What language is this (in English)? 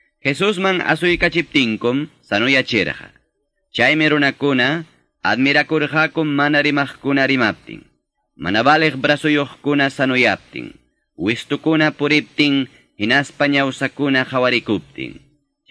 Quechua